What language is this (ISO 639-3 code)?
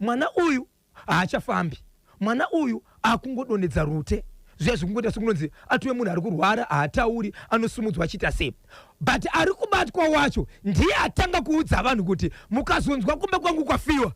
sna